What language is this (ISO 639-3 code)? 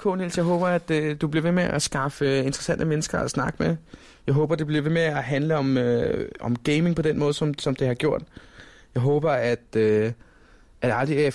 dan